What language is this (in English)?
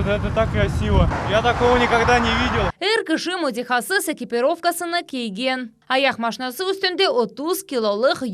Crimean Tatar